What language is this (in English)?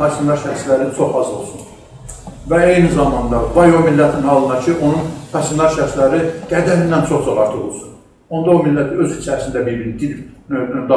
South Azerbaijani